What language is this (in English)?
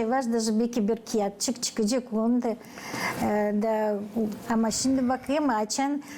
Gagauz